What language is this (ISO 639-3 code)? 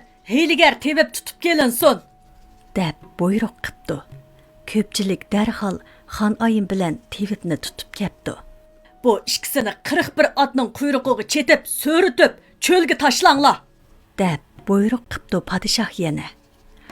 uig